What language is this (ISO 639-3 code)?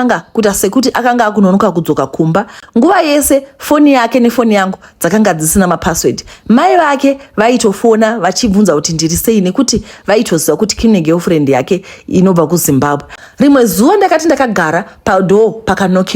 sna